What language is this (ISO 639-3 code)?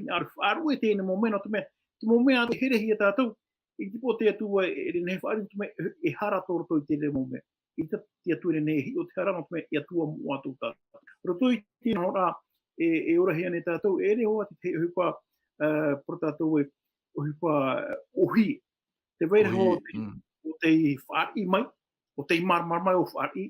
tah